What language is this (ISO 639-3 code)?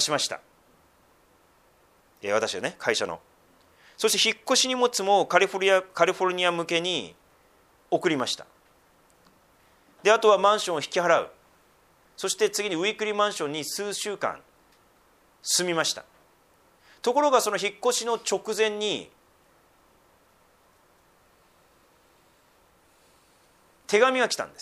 jpn